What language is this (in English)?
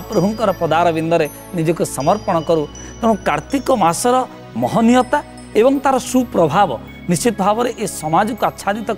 Odia